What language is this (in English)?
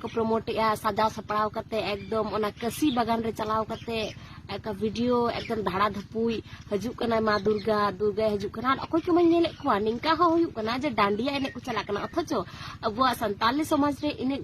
Santali